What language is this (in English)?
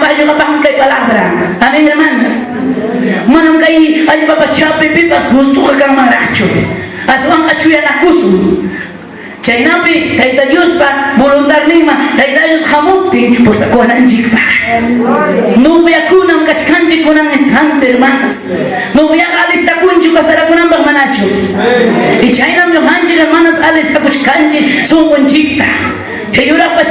Ayacucho Quechua